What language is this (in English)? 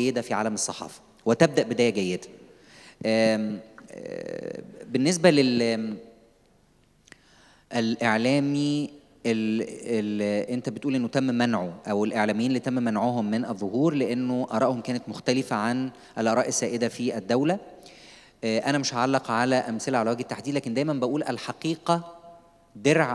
Egyptian Arabic